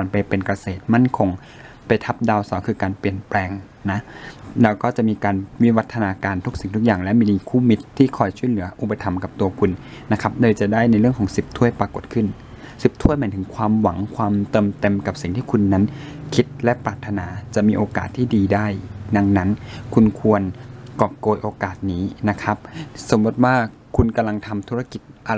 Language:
Thai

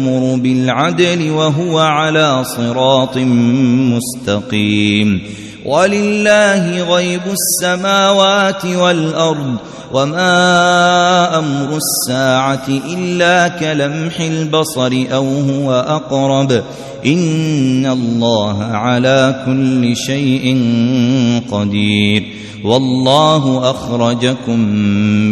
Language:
Arabic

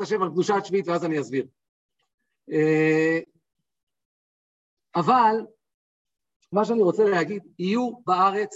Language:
Hebrew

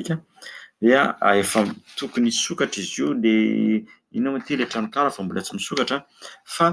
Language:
Malagasy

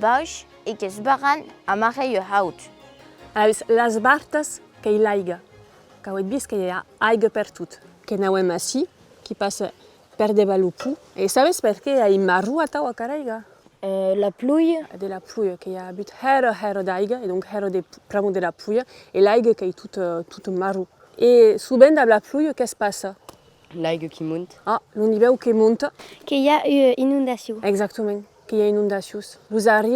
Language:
Occitan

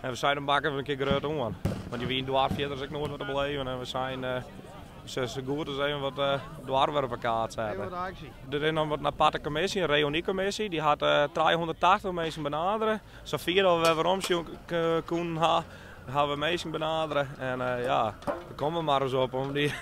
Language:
Western Frisian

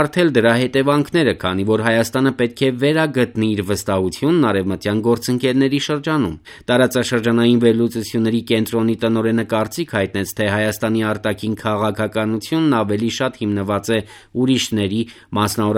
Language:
Armenian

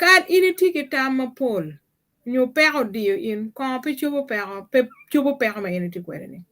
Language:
Acoli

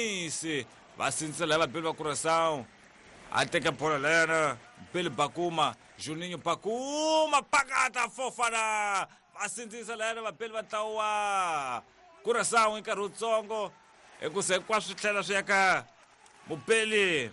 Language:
Tsonga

